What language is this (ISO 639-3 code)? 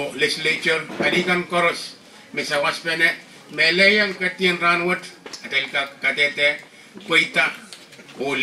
pon